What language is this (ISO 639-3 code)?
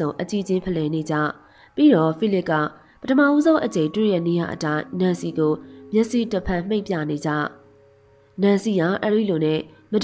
mya